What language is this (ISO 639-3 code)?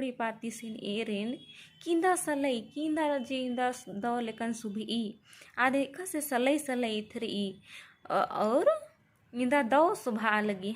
kru